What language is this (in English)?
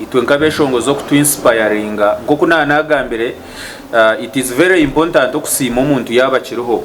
Nyankole